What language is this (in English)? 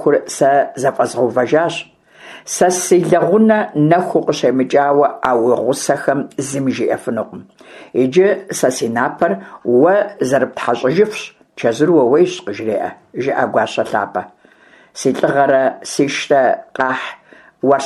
Kabardian